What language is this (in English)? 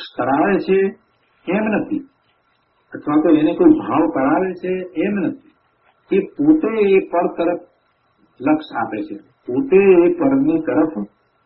Gujarati